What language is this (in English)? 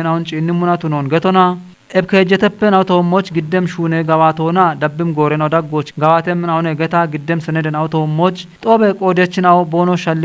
Kafa